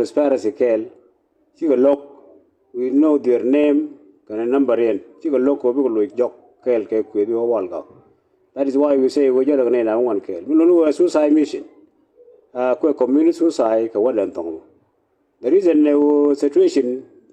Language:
Nuer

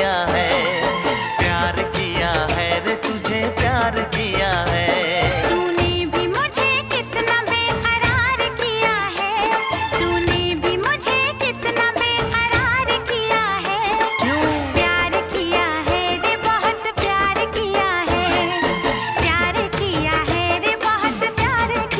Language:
Hindi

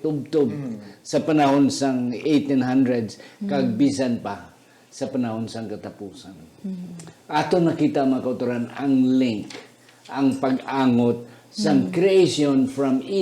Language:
Hiligaynon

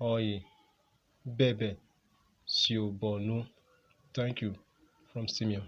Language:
Urhobo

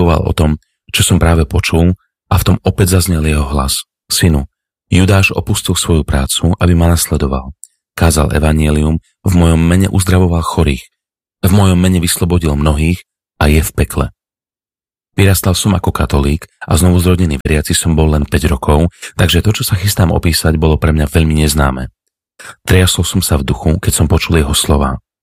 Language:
Slovak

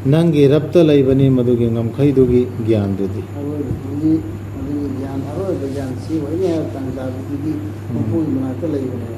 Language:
Manipuri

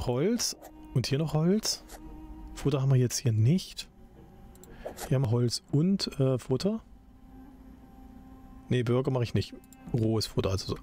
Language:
German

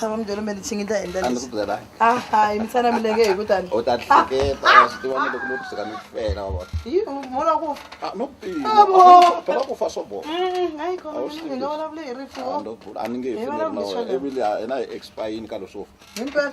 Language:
Tsonga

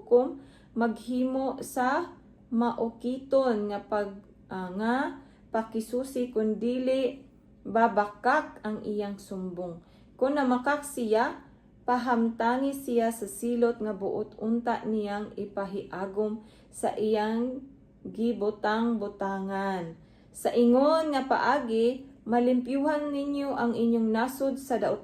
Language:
Cebuano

